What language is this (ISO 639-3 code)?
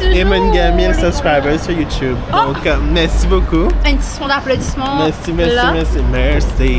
mfe